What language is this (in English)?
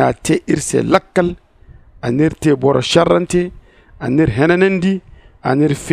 Zarma